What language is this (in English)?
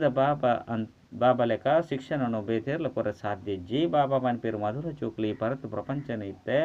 Tulu